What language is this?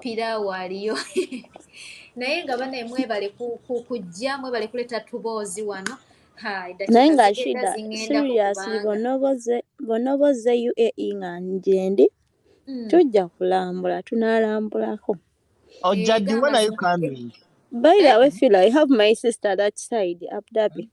Ganda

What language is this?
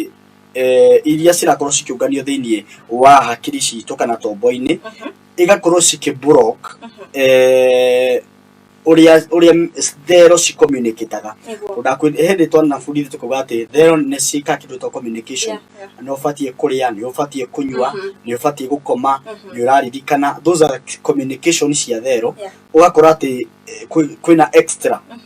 Kikuyu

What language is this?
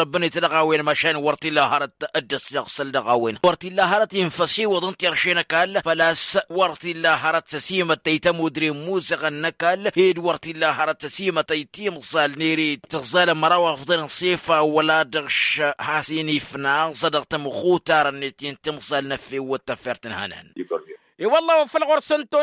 Tamasheq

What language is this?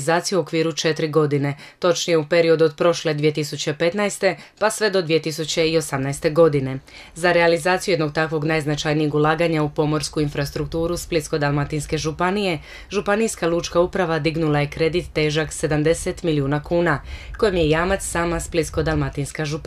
Croatian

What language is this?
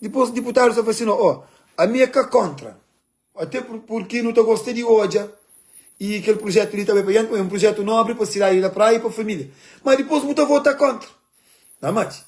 Kabuverdianu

